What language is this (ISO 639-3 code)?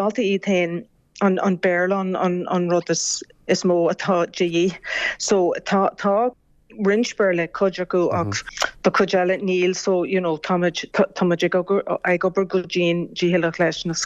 gle